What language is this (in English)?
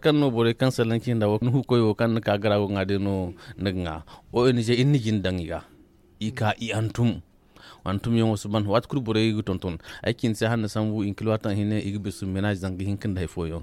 Zarma